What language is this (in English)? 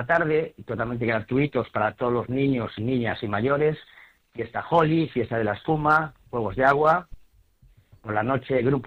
Spanish